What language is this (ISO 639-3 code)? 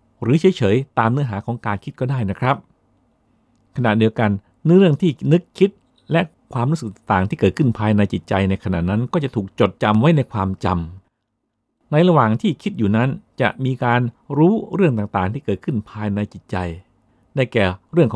tha